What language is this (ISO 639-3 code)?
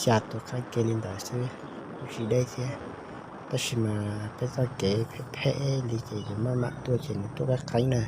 hmn